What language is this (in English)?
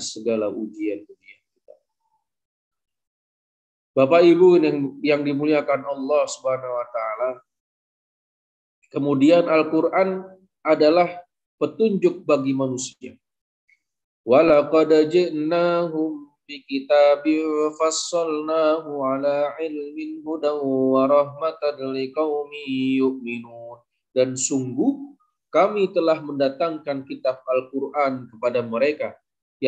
Indonesian